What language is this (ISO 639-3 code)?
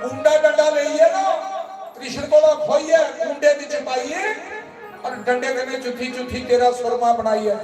doi